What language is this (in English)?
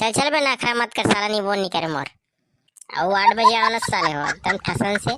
Chhattisgarhi